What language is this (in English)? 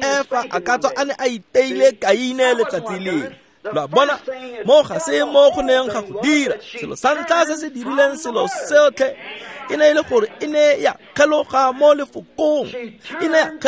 Tswana